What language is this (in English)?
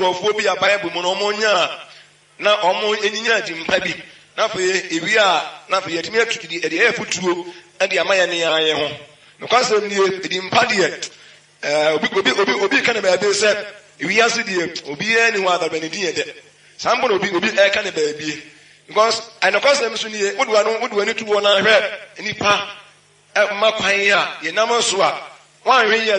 Akan